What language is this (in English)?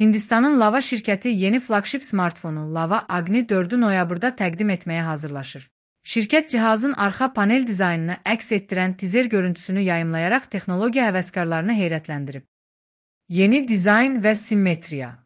Azerbaijani